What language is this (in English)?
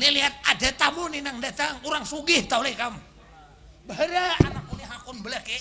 Banjar